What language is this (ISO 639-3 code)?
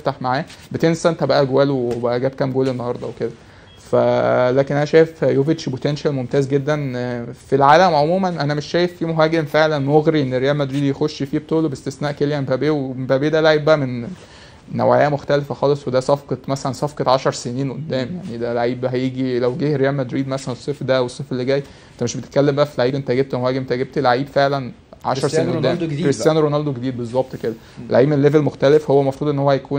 arz